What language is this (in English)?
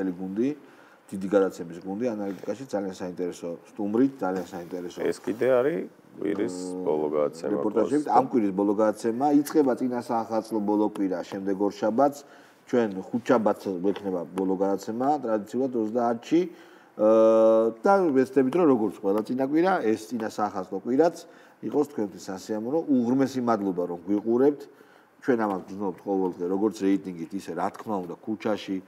Georgian